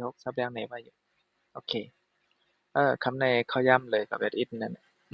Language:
Shan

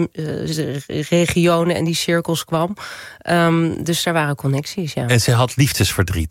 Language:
Dutch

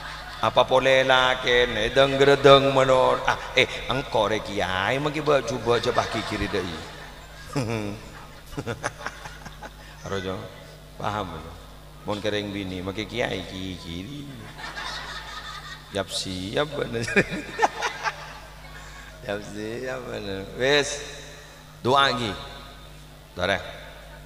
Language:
Madurese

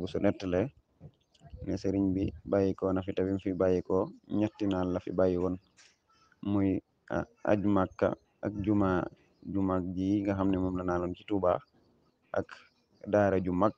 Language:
Wolof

